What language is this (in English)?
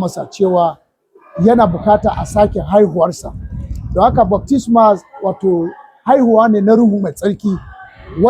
Hausa